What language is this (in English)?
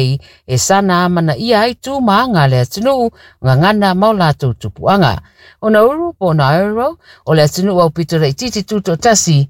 Samoan